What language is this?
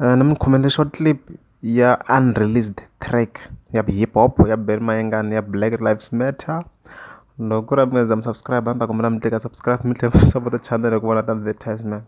Tsonga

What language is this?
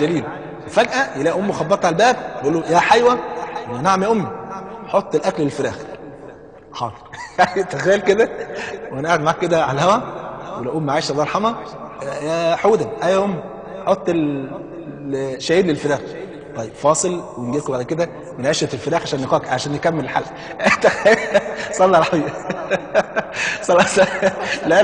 Egyptian Arabic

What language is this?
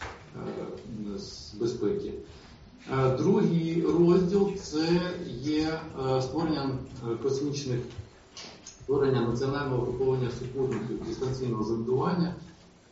Ukrainian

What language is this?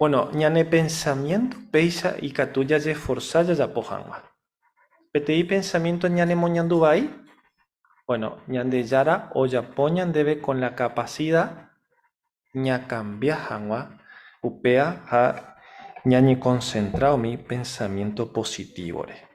Guarani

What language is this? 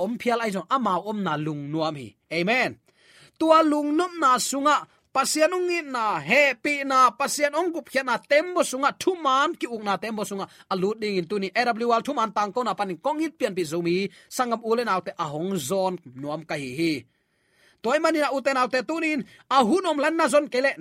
Tedim Chin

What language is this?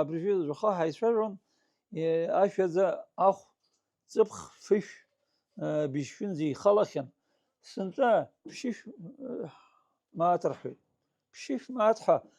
Abkhazian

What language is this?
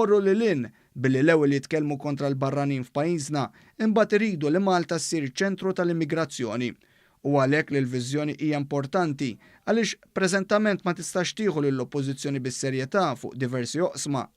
Maltese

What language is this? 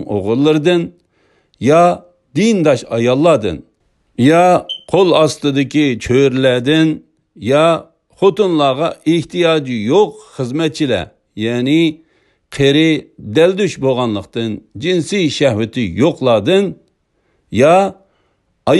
Uyghur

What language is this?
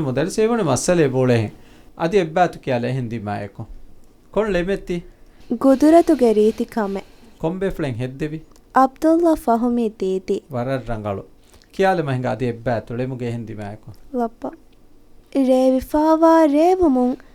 Divehi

